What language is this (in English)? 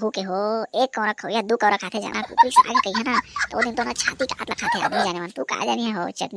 Chhattisgarhi